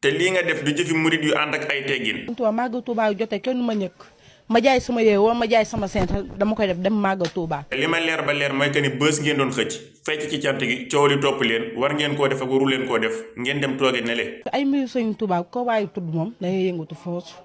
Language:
Wolof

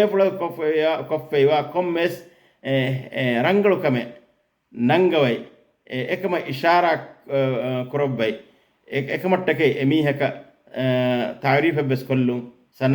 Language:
Divehi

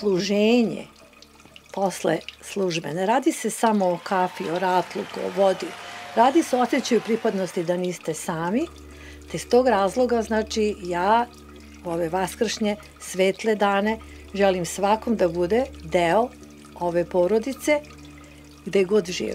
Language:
Serbian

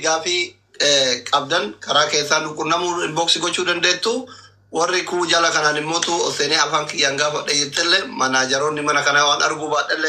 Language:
Oromo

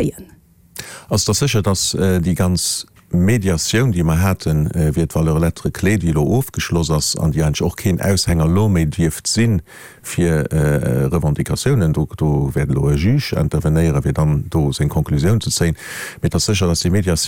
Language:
Luxembourgish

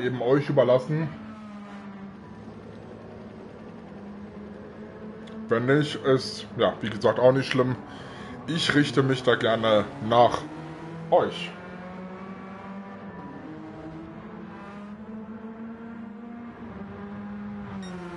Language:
German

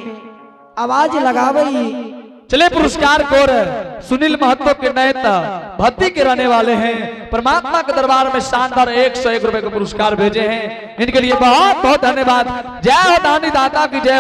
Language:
Angika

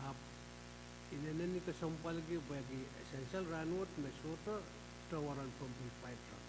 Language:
Pohnpeian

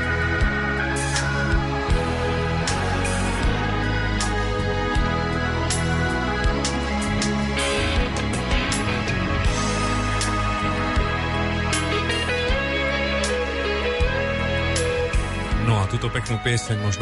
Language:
Slovak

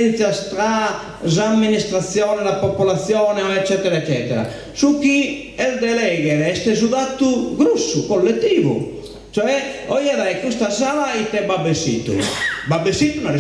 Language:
Sardinian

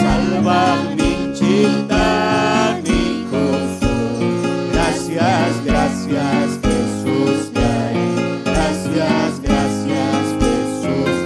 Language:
Ayacucho Quechua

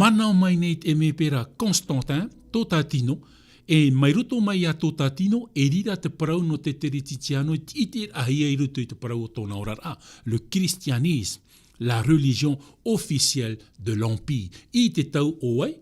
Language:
Tahitian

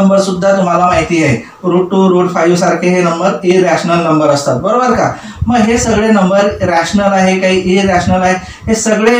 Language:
Marathi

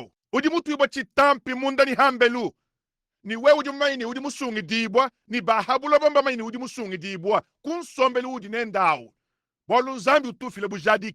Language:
Luba-Lulua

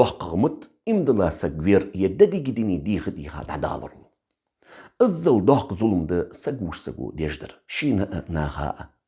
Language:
Ingush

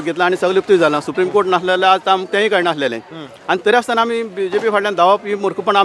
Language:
Konkani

